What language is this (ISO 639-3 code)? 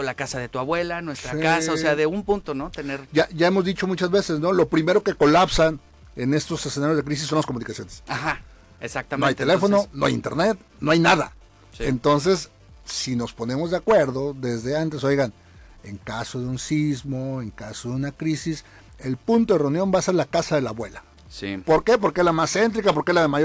spa